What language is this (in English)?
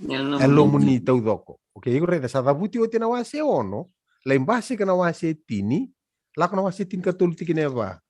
Fijian